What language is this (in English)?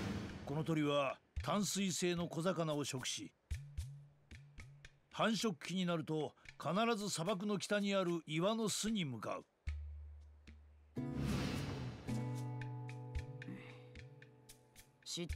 Japanese